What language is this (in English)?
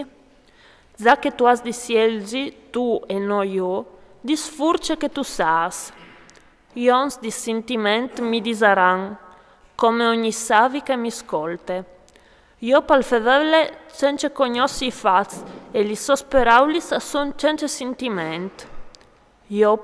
Friulian